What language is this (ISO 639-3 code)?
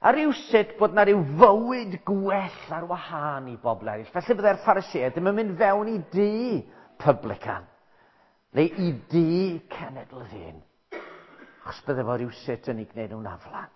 cym